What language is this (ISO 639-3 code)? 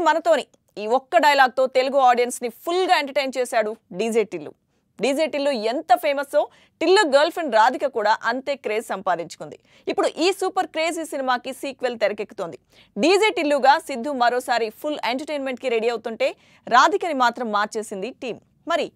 tel